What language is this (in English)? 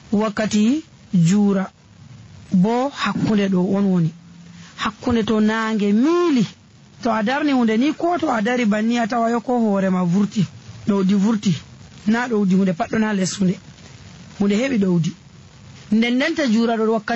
Nigerian Fulfulde